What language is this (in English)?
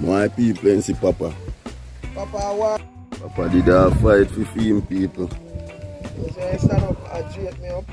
Jamaican Creole English